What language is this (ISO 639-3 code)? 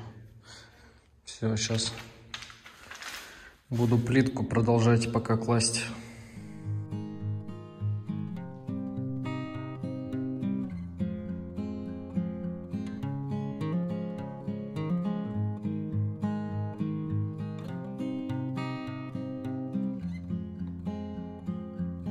rus